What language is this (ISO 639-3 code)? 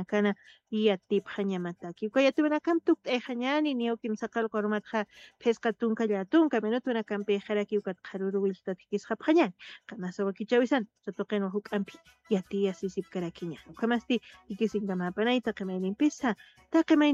aym